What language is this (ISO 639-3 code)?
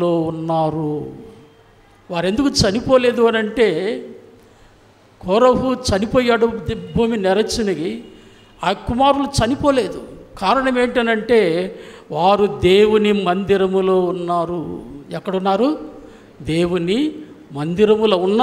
tel